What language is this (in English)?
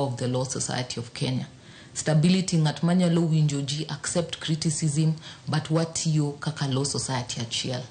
Luo (Kenya and Tanzania)